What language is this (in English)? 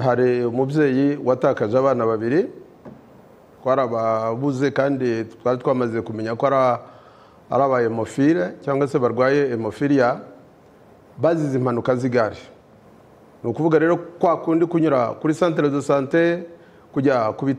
Kinyarwanda